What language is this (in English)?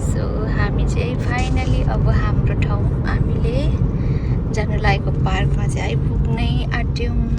Nepali